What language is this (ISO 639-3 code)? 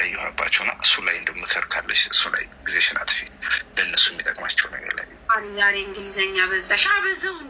amh